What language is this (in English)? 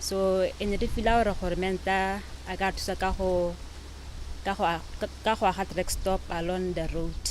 Tswana